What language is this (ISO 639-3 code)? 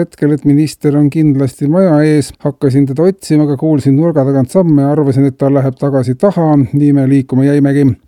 est